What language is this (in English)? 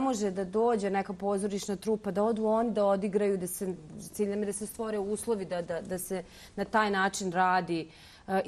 Bosnian